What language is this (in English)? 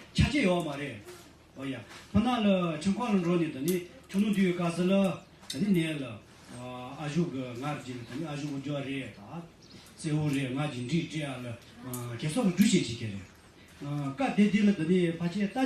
Tibetan